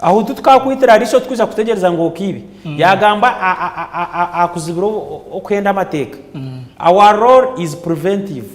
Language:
Nyankole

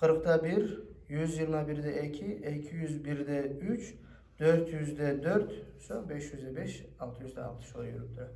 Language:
Kumyk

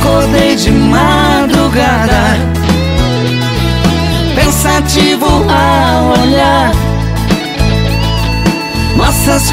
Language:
Portuguese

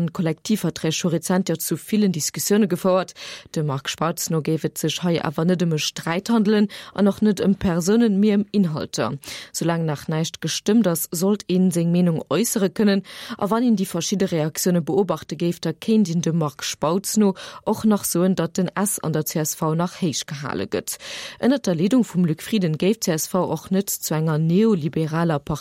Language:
Luxembourgish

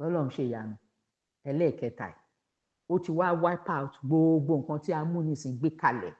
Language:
Yoruba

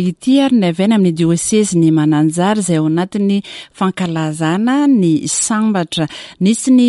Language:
Malagasy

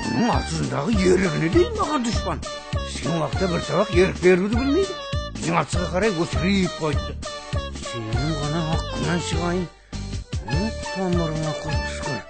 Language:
Kara-Kalpak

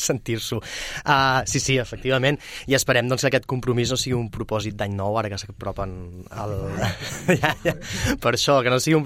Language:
Catalan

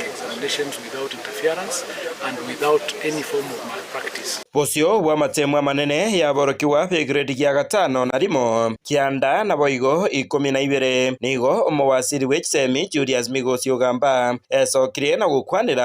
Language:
Gusii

